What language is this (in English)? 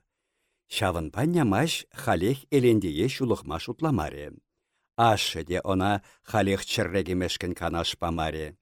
Chuvash